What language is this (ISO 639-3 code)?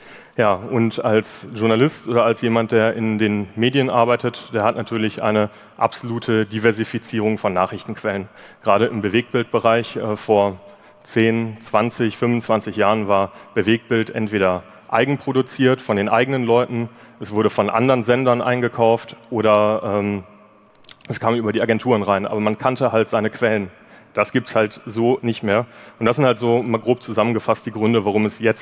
deu